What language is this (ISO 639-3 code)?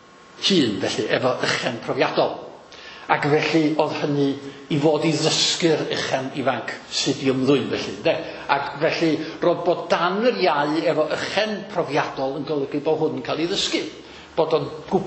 cym